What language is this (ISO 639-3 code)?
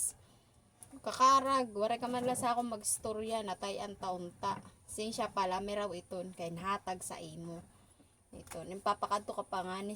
war